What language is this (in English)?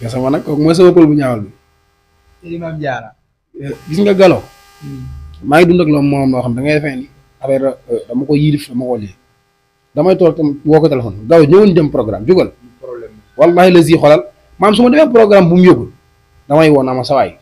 Wolof